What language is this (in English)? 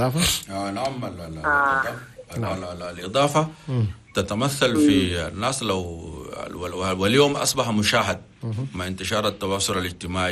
Chadian Arabic